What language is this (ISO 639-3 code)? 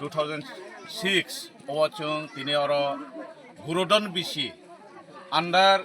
trp